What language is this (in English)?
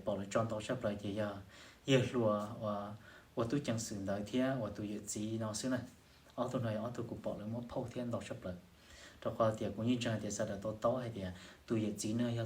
Hmong